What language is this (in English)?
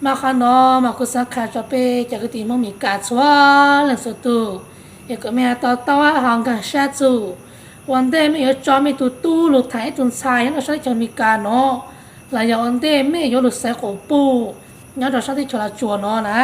Hmong